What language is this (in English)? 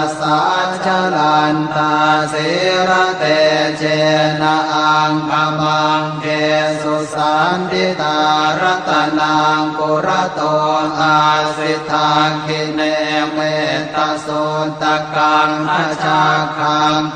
Pali